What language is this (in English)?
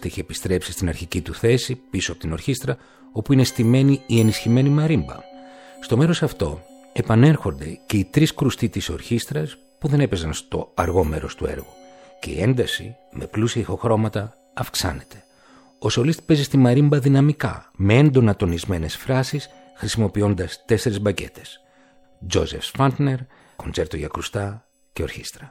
Greek